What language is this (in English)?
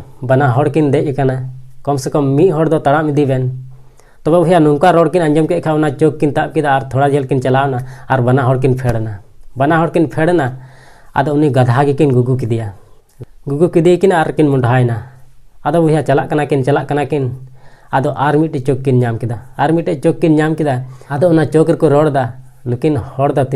Santali